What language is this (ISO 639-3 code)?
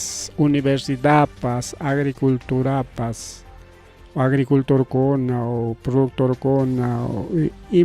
quy